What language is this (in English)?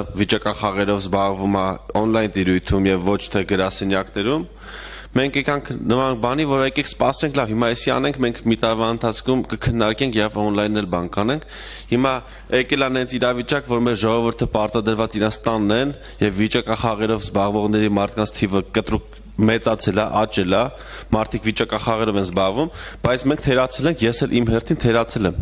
Armenian